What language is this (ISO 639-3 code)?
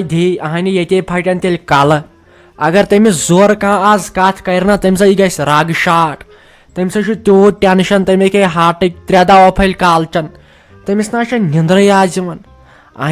kas